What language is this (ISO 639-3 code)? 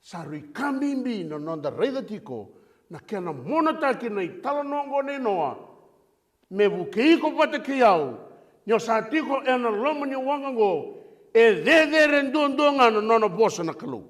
fij